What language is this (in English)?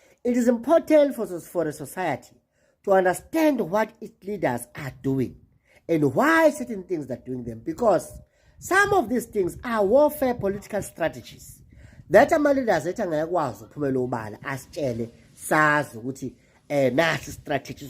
Zulu